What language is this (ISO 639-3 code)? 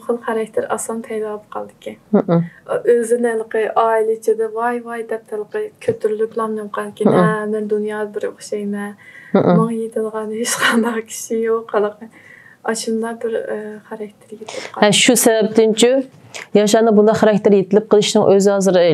uig